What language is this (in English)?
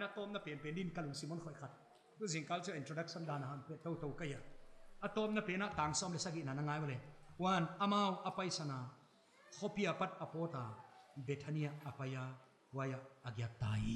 Paite Chin